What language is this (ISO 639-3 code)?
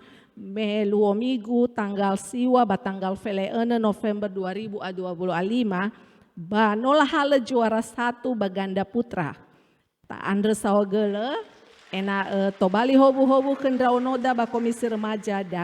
nia